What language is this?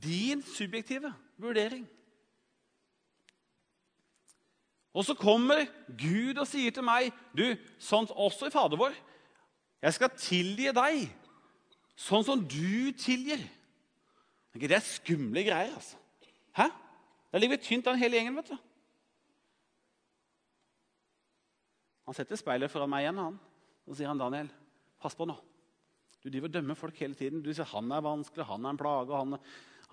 Norwegian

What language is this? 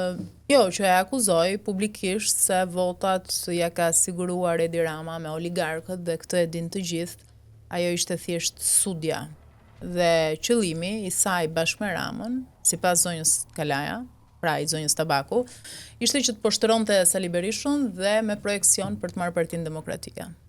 Albanian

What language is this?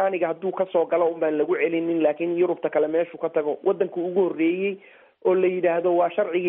Somali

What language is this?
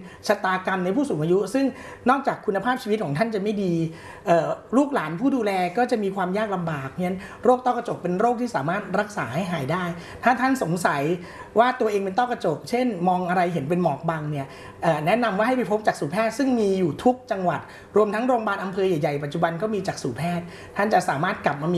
Thai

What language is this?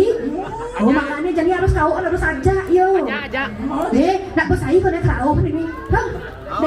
Balinese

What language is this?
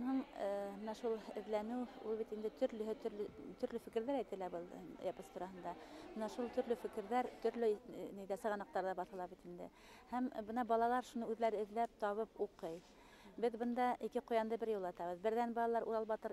Bashkir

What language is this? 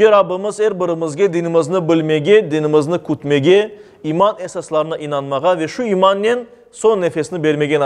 Crimean Tatar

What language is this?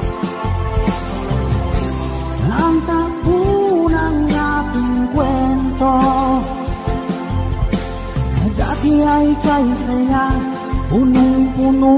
Filipino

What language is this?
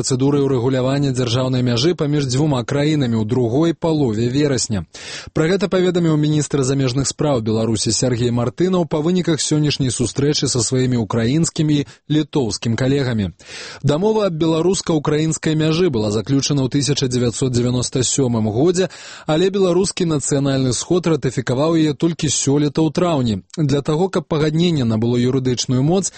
Belarusian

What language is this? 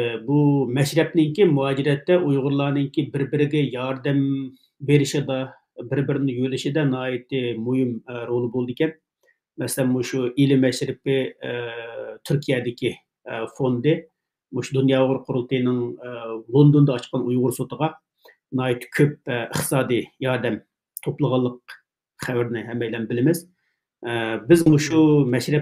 Uyghur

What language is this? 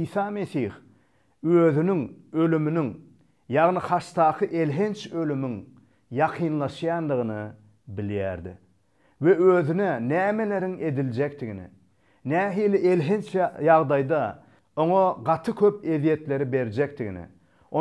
Turkmen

